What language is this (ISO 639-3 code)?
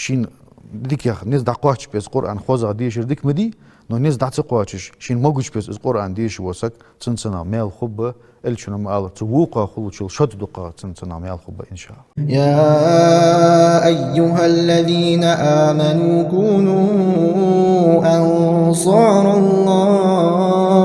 inh